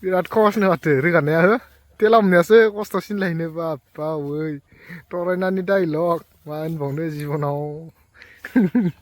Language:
Bodo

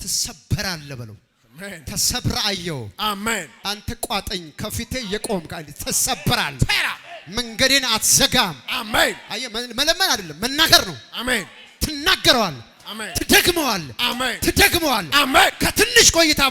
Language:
Amharic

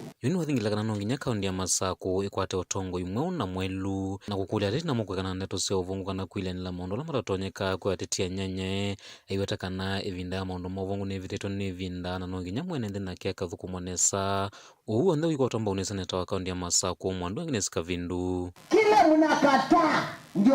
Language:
Kamba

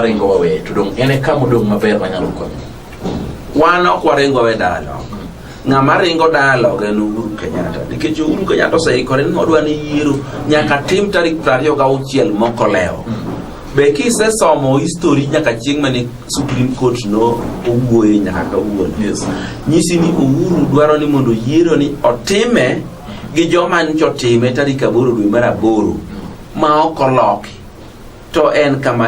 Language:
Luo (Kenya and Tanzania)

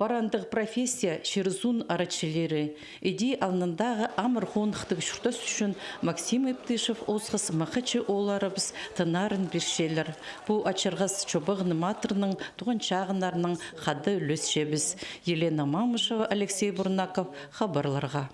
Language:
Khakas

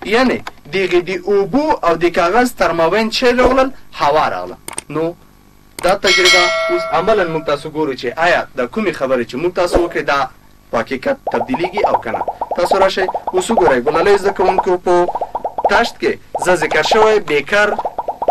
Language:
Pashto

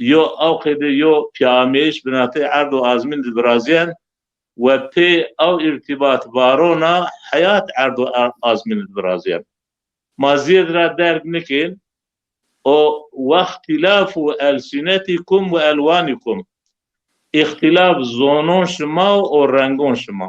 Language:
Zaza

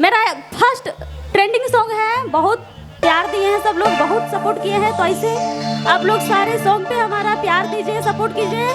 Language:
Sadri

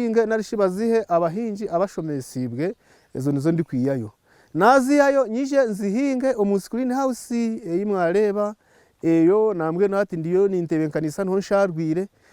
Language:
Nyankole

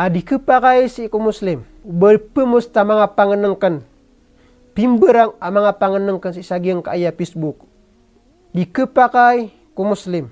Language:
Maranao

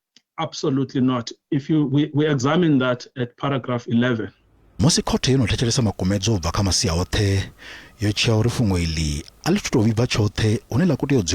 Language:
Venda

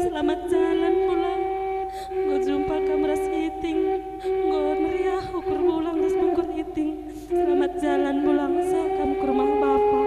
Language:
Batak Karo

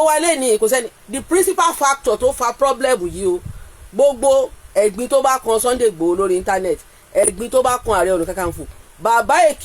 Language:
Yoruba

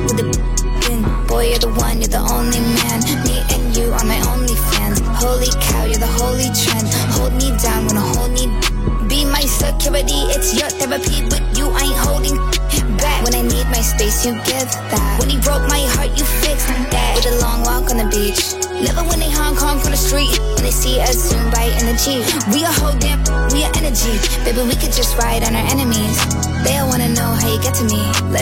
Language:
English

